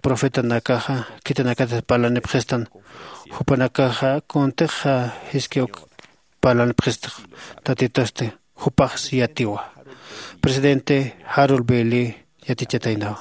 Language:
Aymara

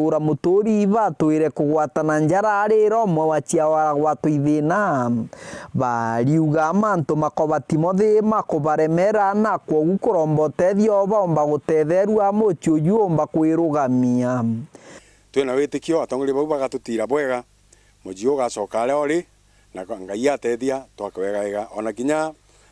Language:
Meru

